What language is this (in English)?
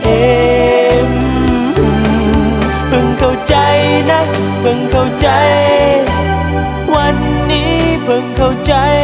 Thai